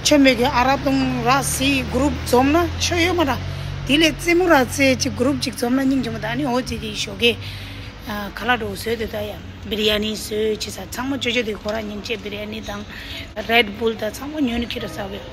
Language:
Tibetan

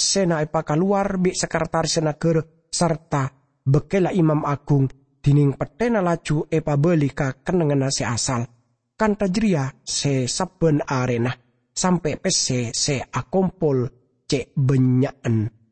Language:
Madurese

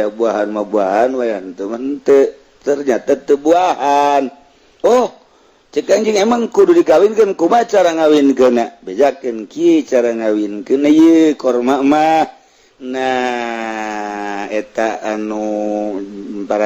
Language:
Sundanese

